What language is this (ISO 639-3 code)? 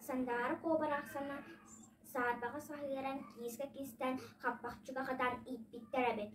sah